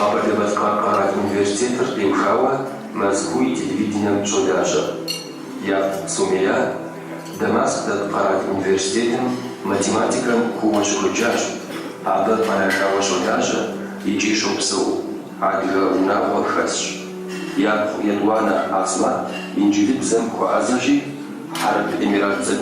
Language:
Kabardian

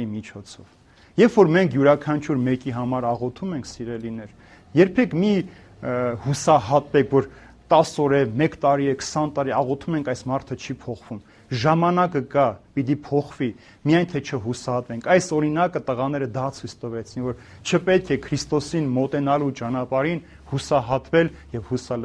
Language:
Armenian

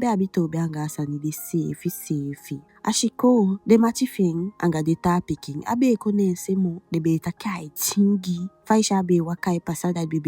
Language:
Eastern Maroon Creole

